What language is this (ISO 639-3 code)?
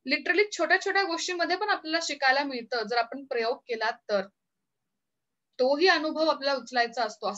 mar